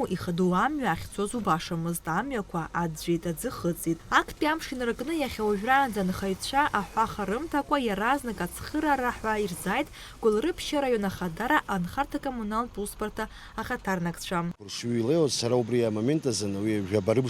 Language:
Abkhazian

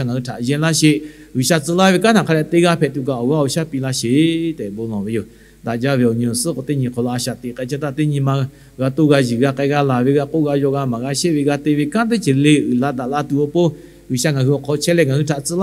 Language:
Lahu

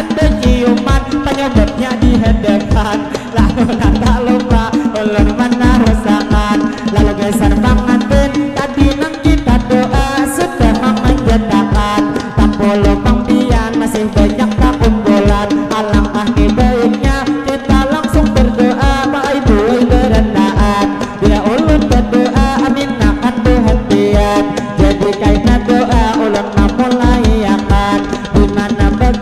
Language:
Banjar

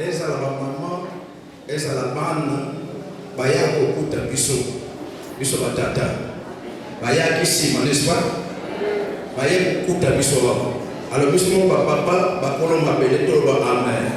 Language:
Lingala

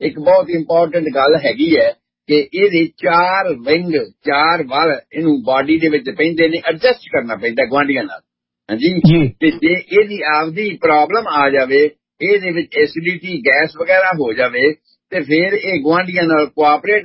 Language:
Punjabi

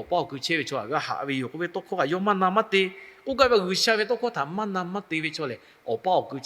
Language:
Lahu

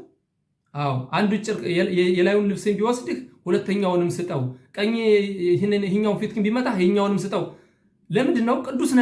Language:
Amharic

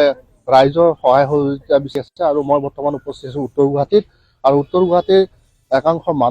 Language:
Assamese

